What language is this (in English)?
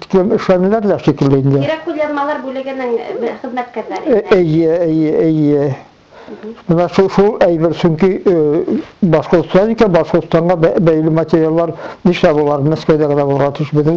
Bashkir